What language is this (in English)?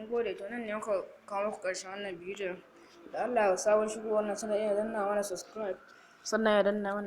Hausa